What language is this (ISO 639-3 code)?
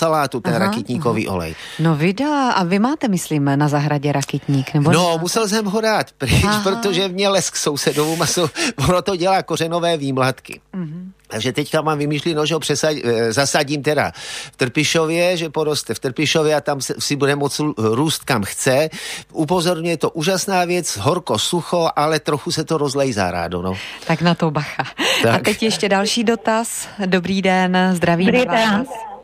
ces